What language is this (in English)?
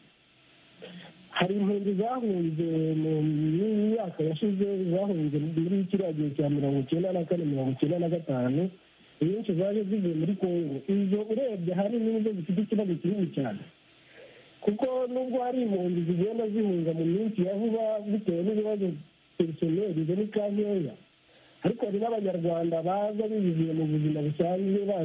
Kinyarwanda